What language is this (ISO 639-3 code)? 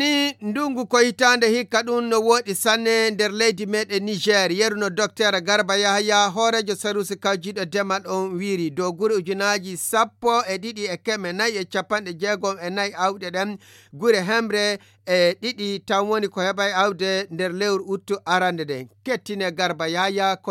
ful